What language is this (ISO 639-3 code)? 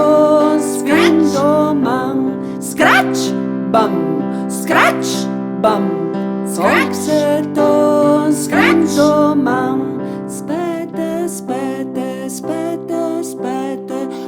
fur